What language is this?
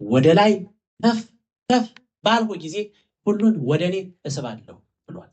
Amharic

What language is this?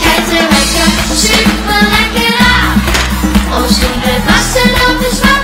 Limburgish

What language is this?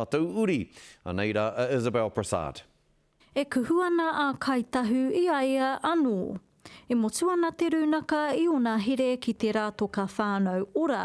Māori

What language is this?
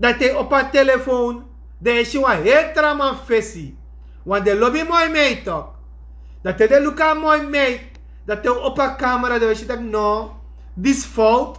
Sranan Tongo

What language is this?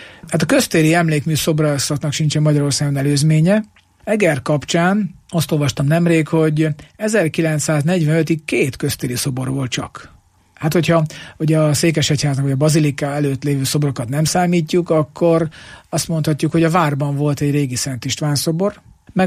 Hungarian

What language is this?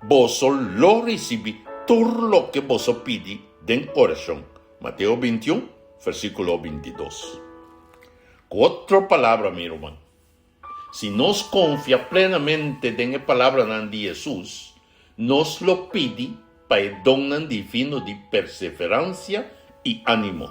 Papiamento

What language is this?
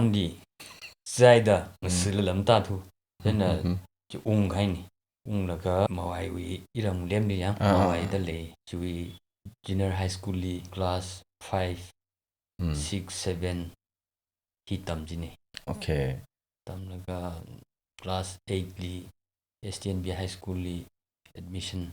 Tangkhul Naga (India)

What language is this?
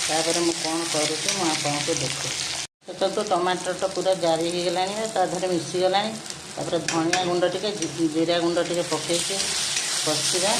Odia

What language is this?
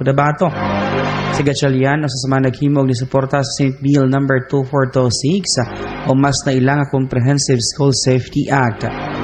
Cebuano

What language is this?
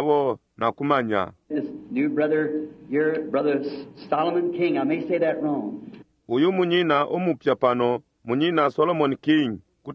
Bemba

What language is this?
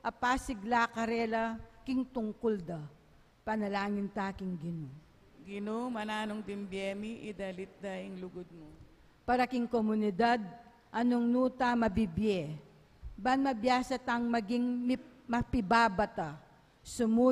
Pampanga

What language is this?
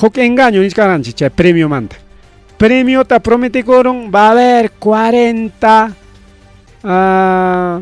Ayacucho Quechua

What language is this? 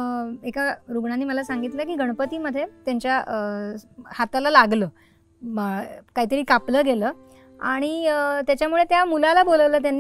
Marathi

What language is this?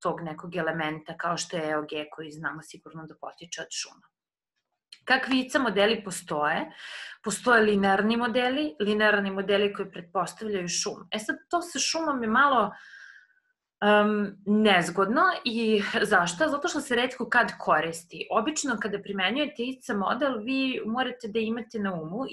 Serbian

